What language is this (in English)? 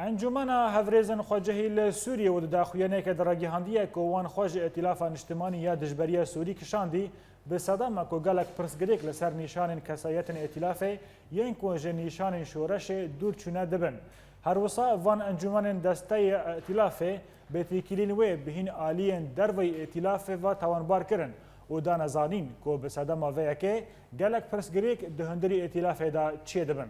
Kurdish